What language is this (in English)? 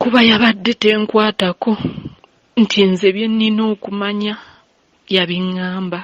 Ganda